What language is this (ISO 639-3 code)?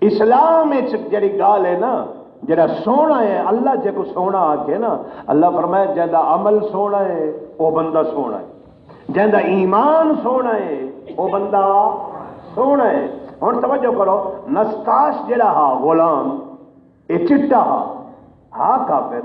skr